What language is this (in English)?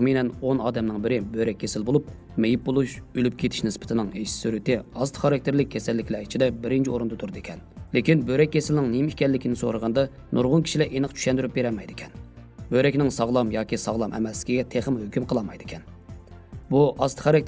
Uyghur